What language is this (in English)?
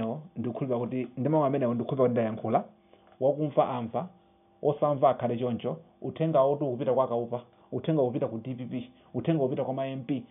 Nyanja